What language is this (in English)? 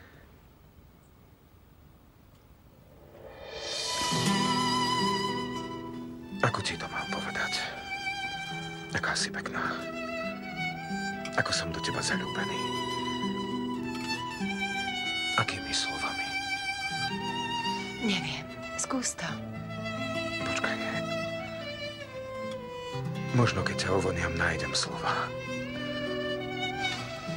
Slovak